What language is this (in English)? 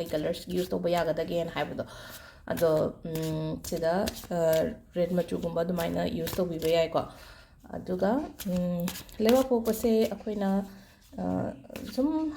Manipuri